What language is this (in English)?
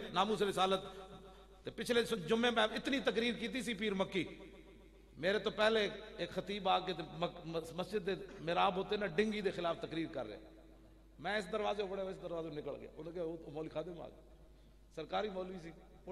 Western Panjabi